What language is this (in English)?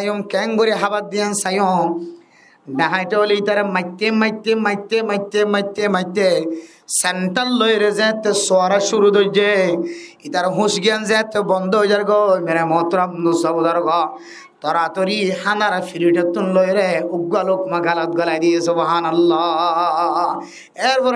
Rohingya